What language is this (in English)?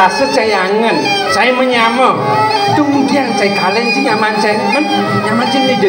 Balinese